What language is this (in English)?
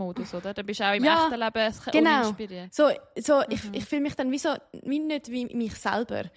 Swiss German